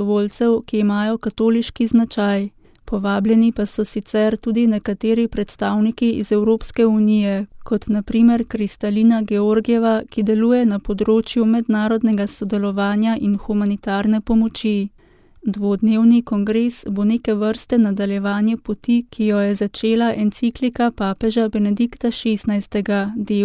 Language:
Slovenian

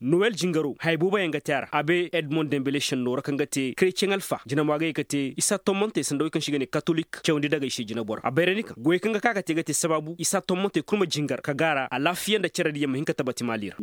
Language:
Koyraboro Senni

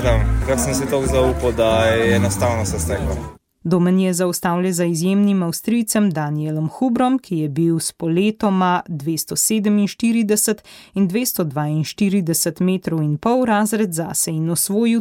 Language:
Slovenian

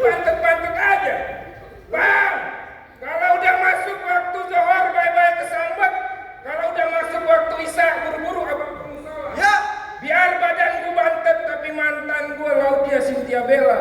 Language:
Betawi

